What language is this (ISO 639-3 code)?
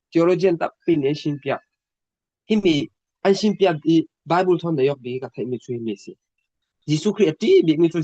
cfm